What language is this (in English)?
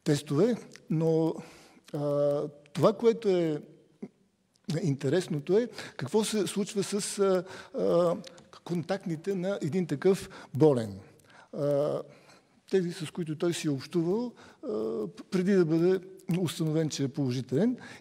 Bulgarian